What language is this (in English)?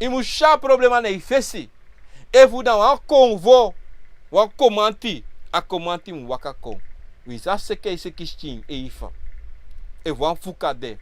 Sranan Tongo